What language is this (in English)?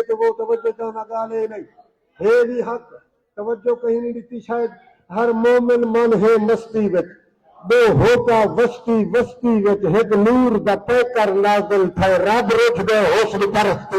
Saraiki